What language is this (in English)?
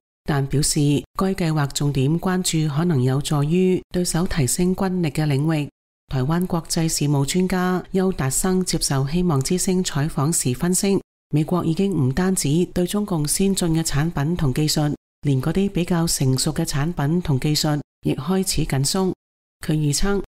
Cantonese